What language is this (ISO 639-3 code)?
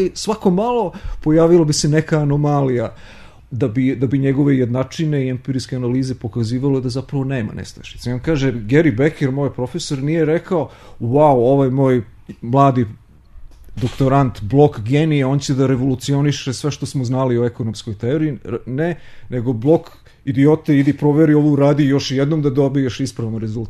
srp